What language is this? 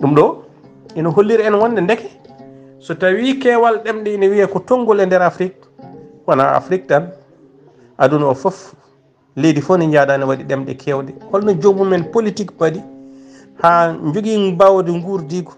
Fula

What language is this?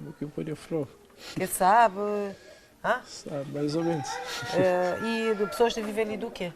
Kabuverdianu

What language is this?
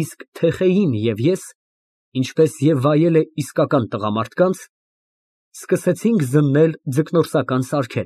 Armenian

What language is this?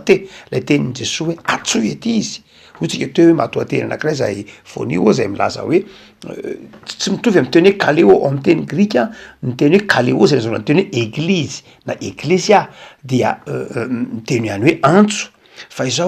Malagasy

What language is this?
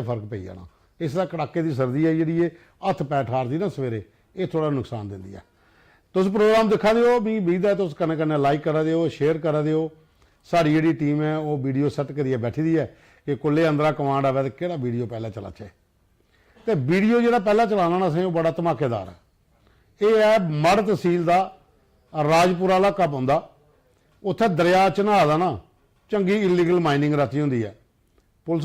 Dogri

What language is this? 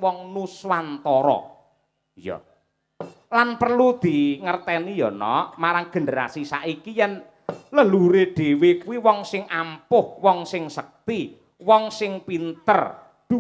Javanese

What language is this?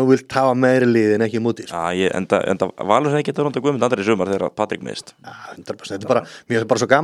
Icelandic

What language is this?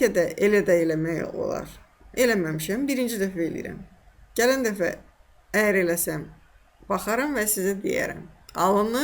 Azerbaijani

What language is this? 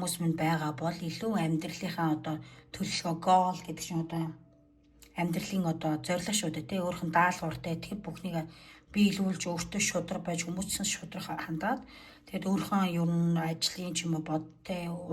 Mongolian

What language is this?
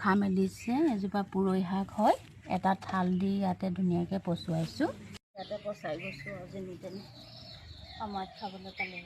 Assamese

